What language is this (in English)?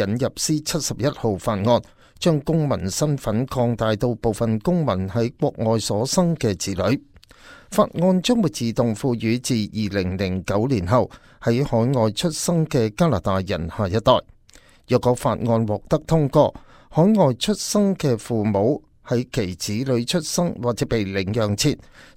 Cantonese